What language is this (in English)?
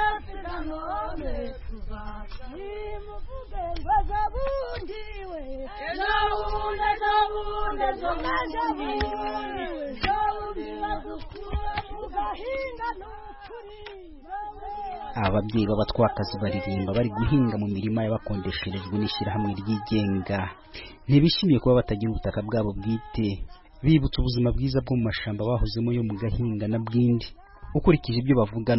Kinyarwanda